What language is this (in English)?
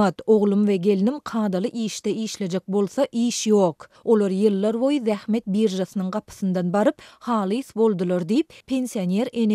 Turkmen